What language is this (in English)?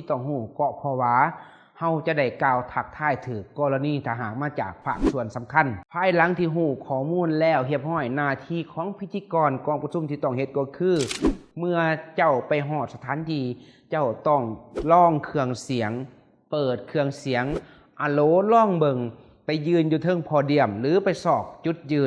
Lao